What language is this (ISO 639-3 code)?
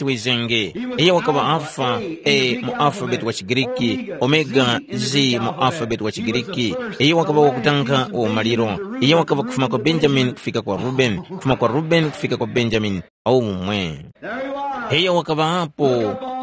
tum